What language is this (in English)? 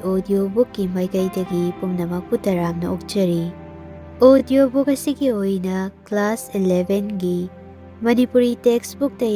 Manipuri